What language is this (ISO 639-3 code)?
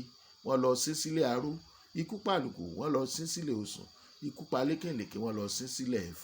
yor